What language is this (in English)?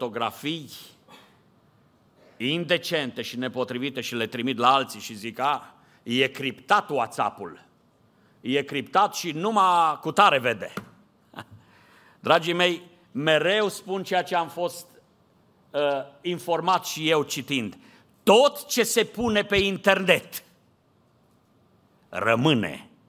Romanian